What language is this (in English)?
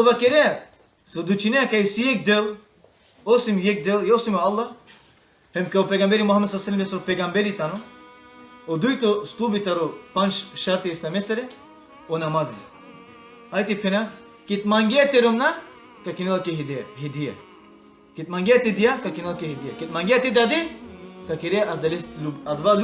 Balkan Romani